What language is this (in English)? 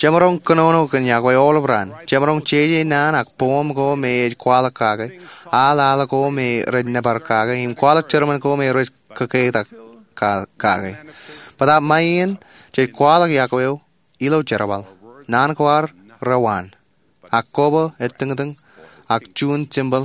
Marshallese